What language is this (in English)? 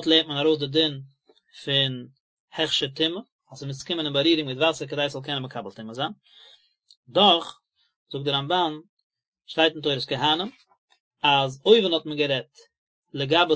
Yiddish